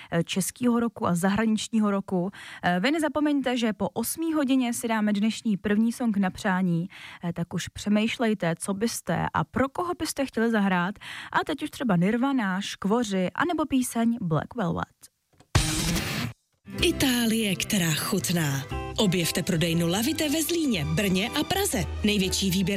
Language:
Czech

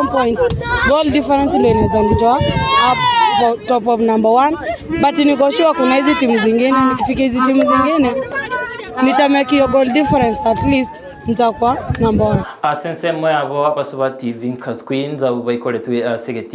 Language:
Gusii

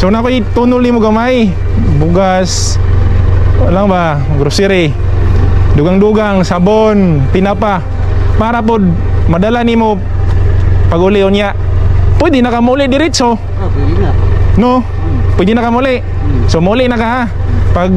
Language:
Cebuano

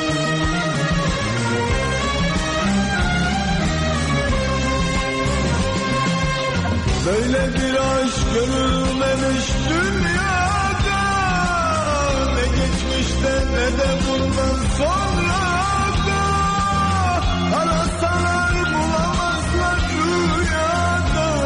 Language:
Turkish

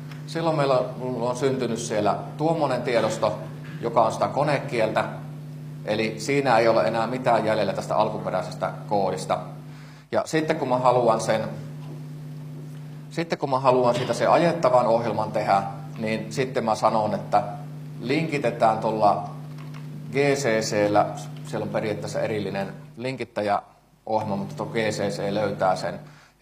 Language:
Finnish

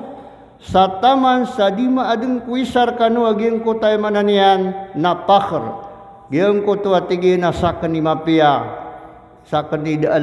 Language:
Maranao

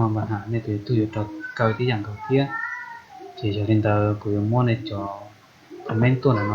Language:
Hmong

